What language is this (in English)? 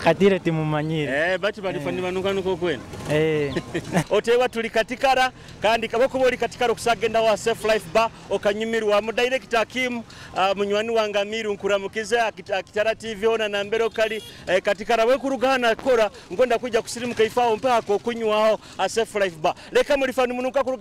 Nyoro